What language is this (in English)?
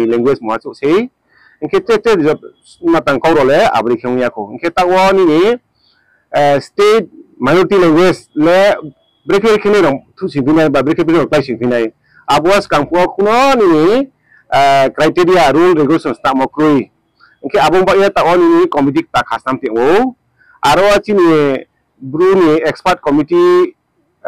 Riang (India)